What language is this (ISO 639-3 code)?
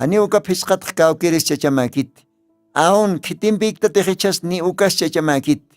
aym